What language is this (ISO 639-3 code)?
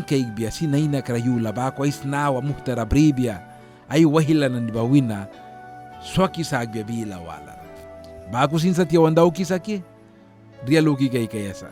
miq